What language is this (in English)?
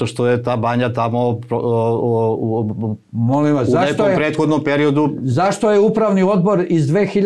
Serbian